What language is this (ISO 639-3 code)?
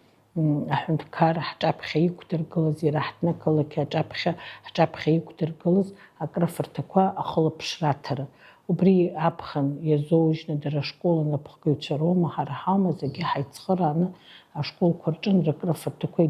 abk